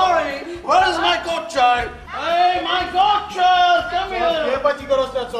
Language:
Konkani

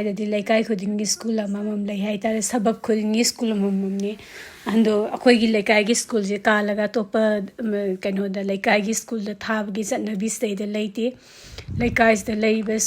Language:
Manipuri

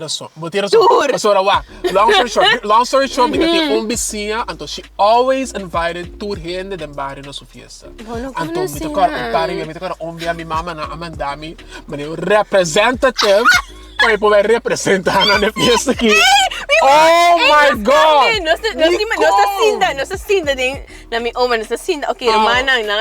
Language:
Papiamento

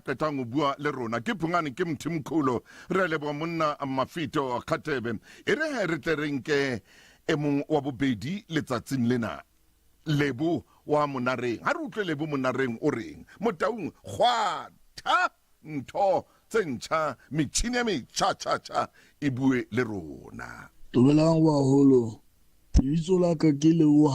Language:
Southern Sotho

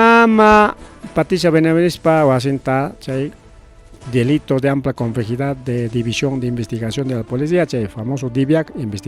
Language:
Ayacucho Quechua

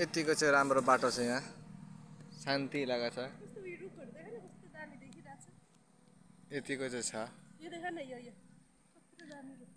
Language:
Nepali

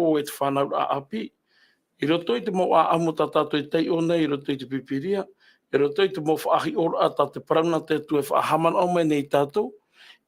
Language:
Tahitian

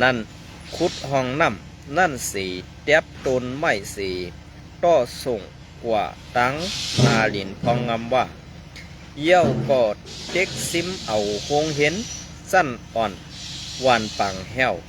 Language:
Shan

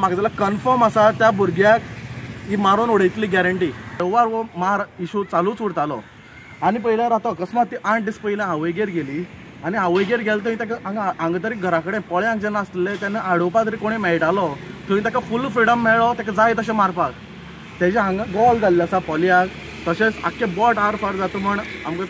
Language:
Konkani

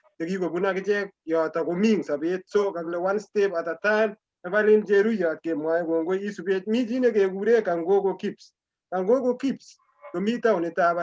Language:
Kalenjin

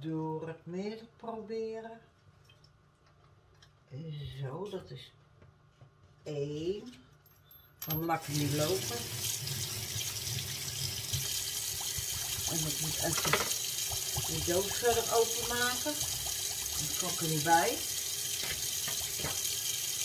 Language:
Dutch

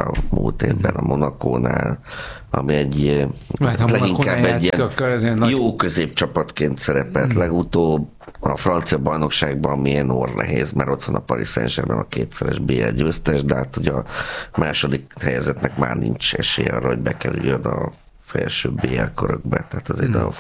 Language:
Hungarian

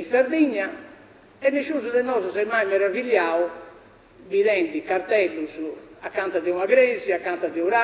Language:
Sardinian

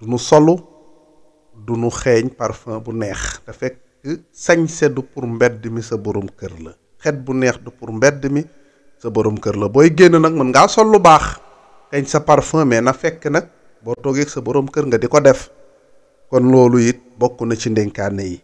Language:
Wolof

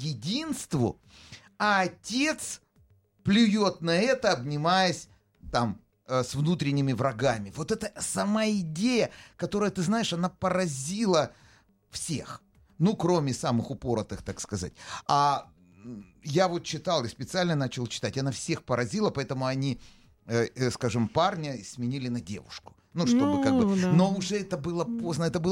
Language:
Russian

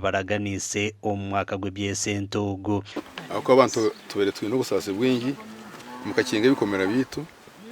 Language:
Nyankole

